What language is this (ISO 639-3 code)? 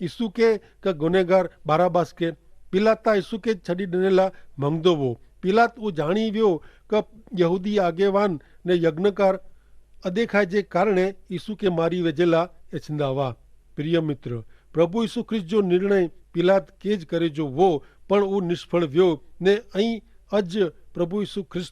kfr